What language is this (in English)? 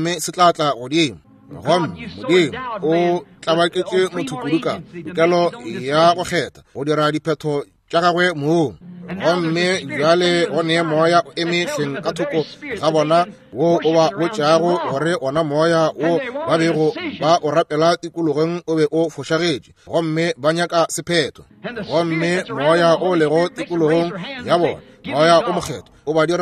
Northern Sotho